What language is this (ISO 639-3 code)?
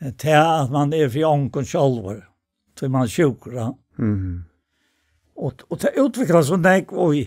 fao